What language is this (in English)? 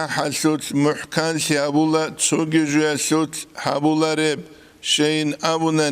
Avaric